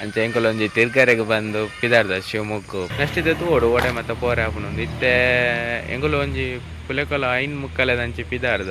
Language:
Tulu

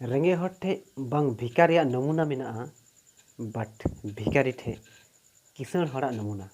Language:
Santali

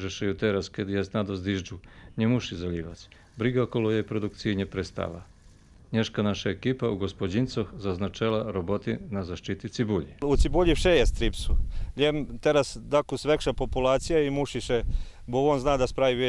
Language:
Rusyn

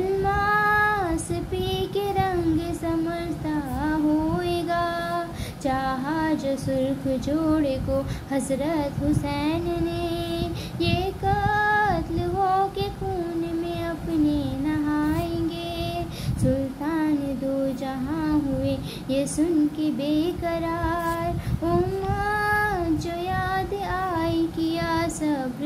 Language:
Urdu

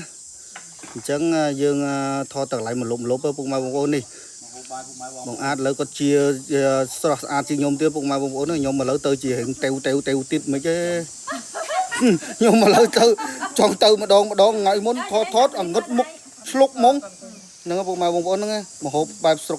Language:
Khmer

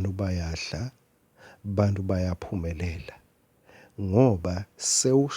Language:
Swati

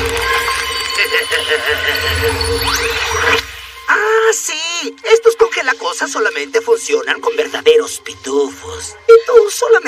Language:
Spanish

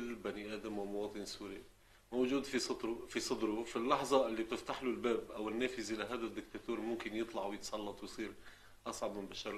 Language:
North Levantine Arabic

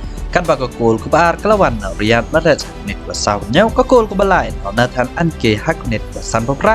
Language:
Khasi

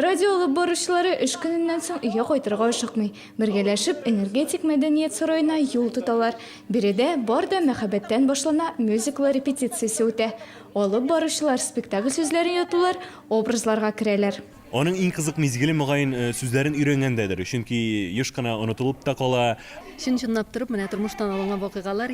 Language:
Tatar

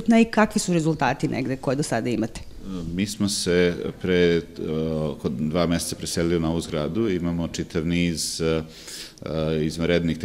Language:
Serbian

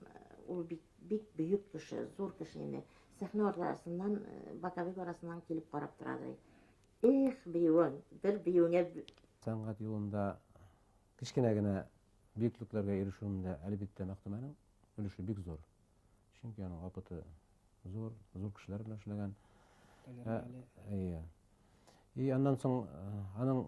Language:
Bashkir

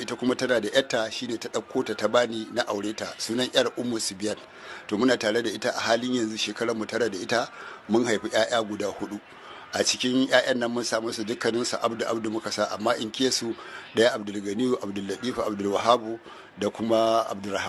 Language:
Hausa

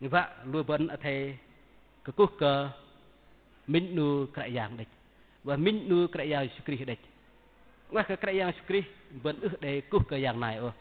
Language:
Bahnar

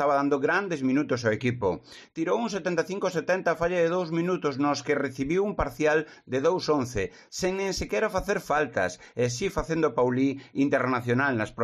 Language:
Galician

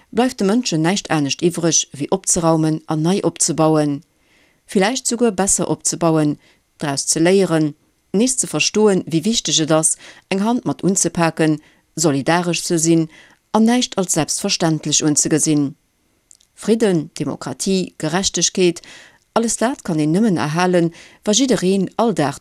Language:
Luxembourgish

